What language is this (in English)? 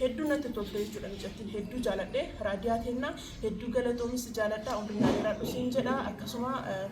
Oromo